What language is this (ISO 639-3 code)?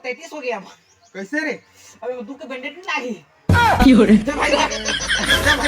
hne